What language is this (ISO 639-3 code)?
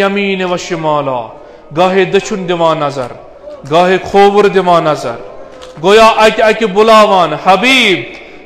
kas